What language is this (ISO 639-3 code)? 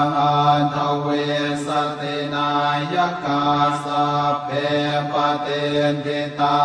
pli